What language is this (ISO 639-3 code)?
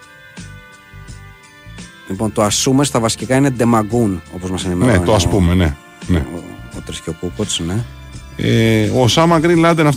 ell